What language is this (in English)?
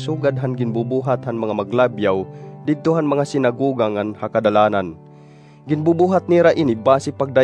Waray